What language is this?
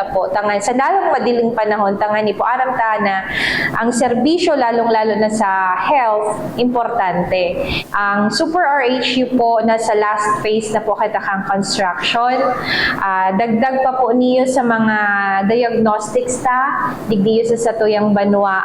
Bikol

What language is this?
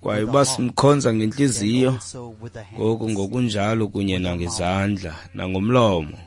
Xhosa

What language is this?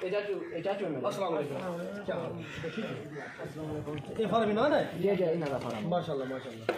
Saraiki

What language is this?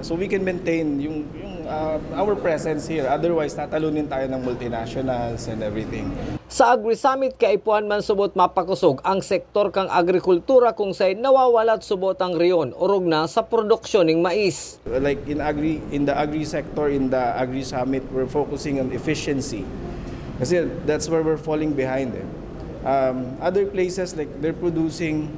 Bikol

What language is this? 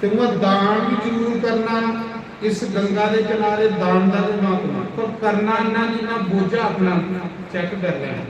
Dogri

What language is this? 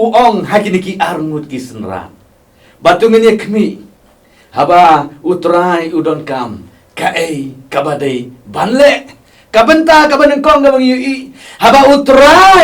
Khasi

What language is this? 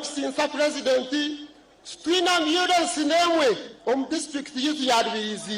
Nyankole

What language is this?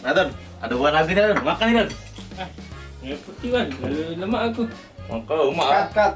Musi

